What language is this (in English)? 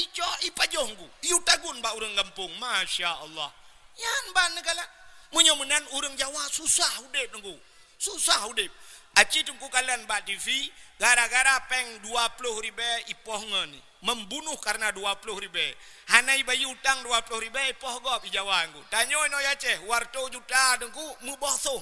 Achinese